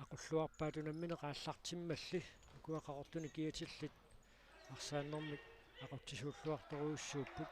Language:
Kalaallisut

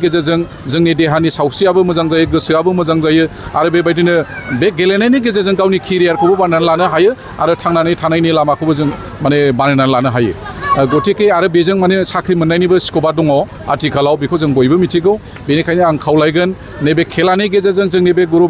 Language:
Bodo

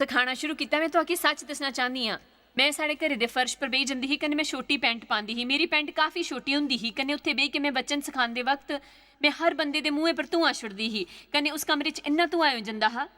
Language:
Dogri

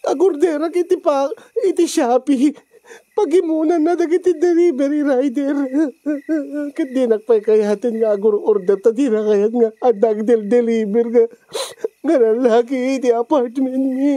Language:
Iloko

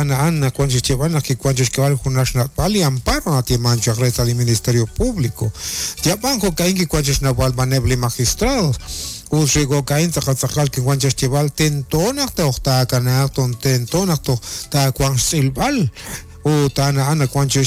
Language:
Kekchí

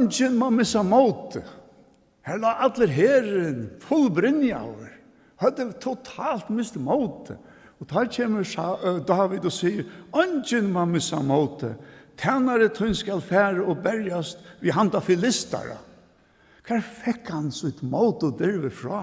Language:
Faroese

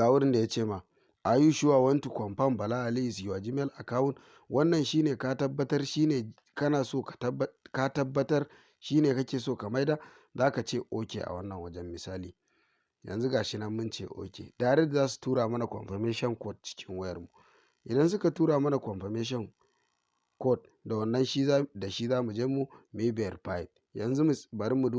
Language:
Hausa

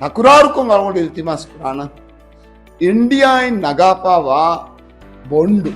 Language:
Divehi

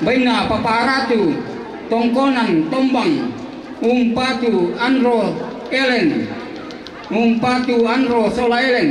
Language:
Toraja-Sa'dan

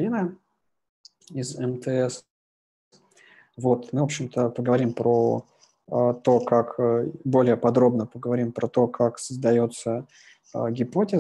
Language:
Russian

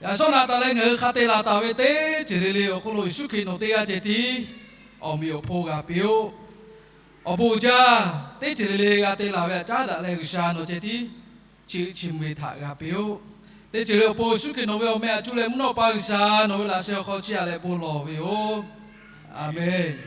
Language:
Lahu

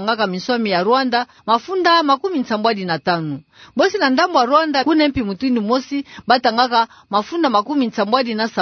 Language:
Kituba (Democratic Republic of Congo)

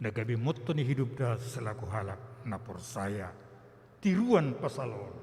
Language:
Batak Simalungun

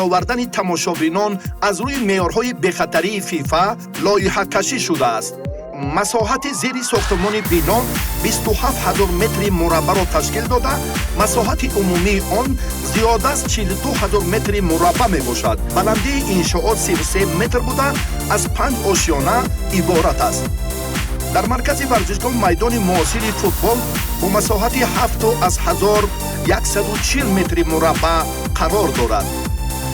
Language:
Tajik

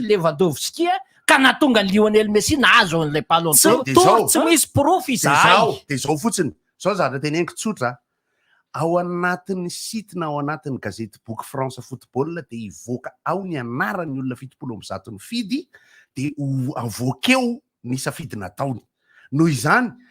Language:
Malagasy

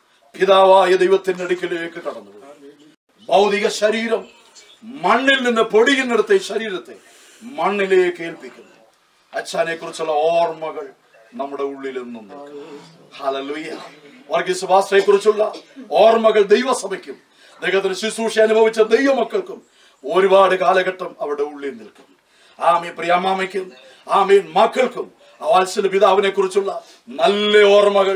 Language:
Malayalam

